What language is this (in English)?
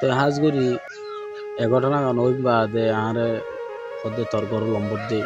Rohingya